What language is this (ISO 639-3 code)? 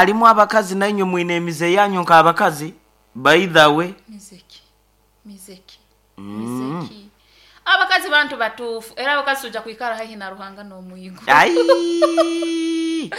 nyo